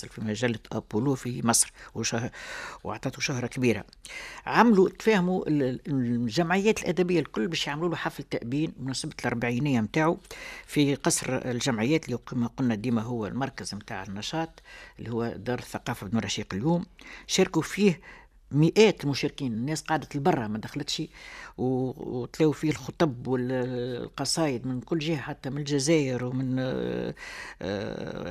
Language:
Tunisian Arabic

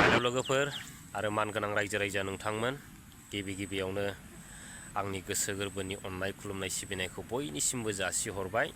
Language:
Bodo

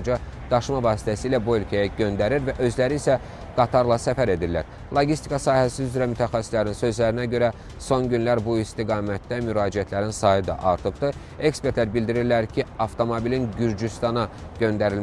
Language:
Azerbaijani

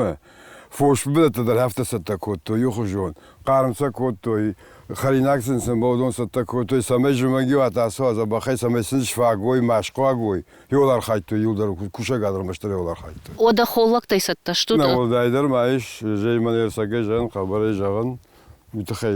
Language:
Ossetic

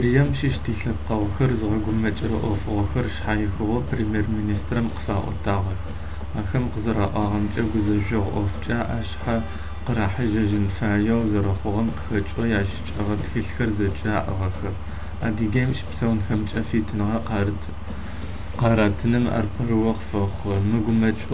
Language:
Adyghe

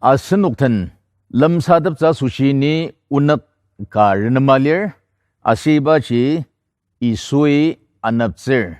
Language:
Ao Naga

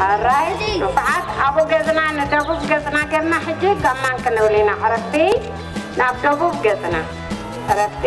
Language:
Tigrinya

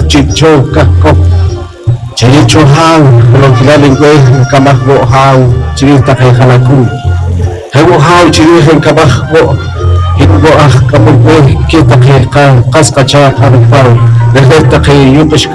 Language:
Poqomchi'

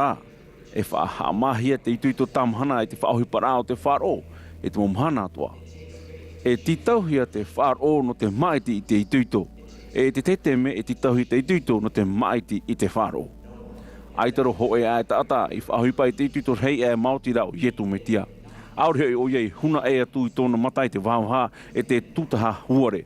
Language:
Tahitian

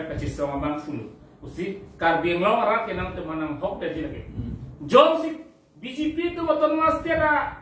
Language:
Karbi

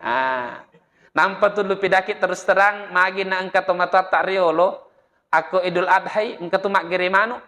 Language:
Buginese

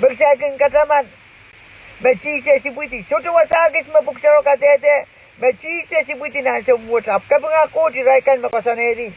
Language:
Pohnpeian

